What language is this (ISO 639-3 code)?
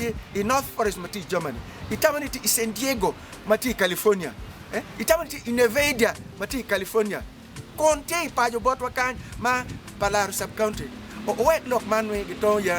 ach